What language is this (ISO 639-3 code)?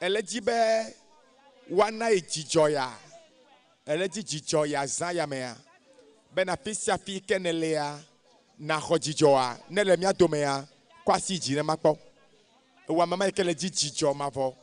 ewe